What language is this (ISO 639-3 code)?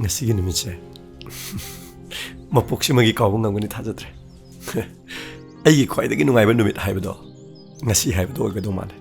mni